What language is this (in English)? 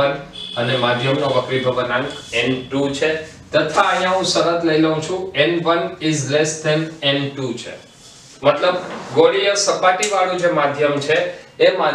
Gujarati